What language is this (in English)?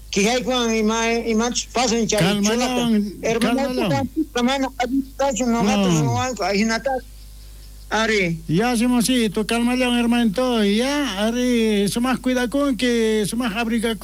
South Bolivian Quechua